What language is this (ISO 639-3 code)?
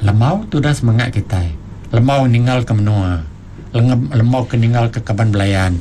iba